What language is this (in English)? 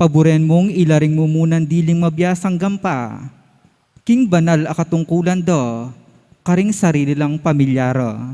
Pampanga